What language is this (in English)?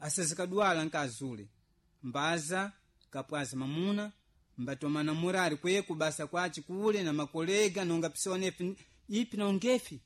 Sena